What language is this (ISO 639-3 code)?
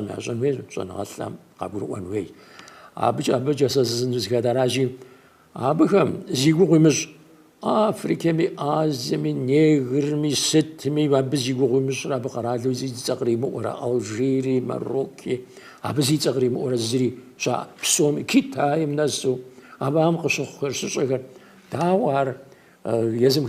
kbd